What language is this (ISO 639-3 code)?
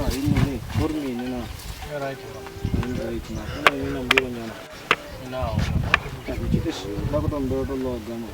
ven